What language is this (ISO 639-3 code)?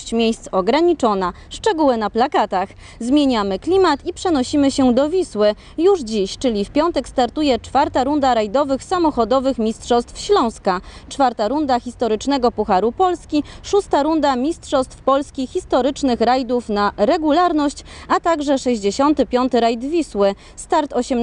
pol